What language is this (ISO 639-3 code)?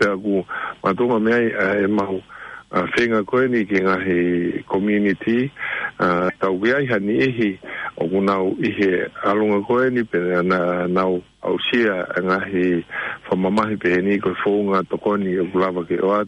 ton